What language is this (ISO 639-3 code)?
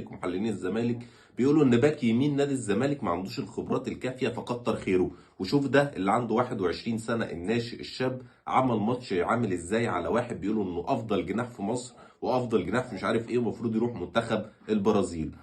arz